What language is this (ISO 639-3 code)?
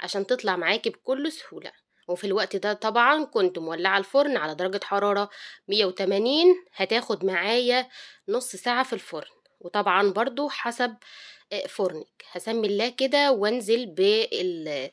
arz